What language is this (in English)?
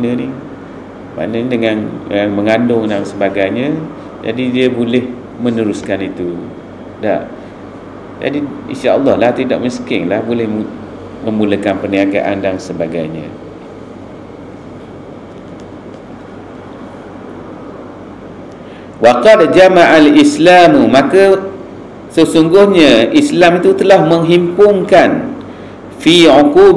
Malay